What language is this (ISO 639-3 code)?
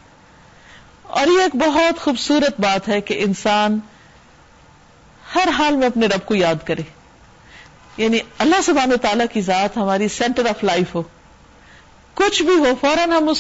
urd